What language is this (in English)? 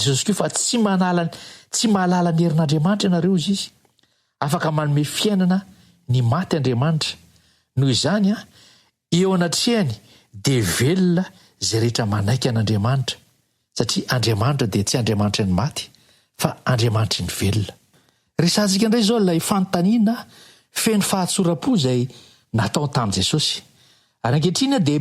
Malagasy